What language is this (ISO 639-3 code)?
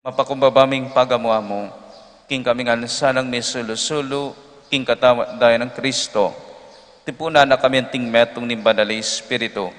pam